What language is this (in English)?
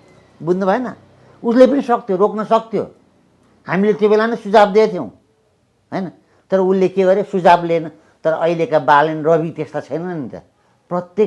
Nepali